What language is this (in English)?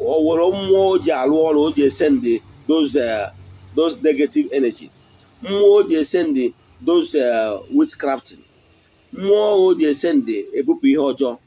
Igbo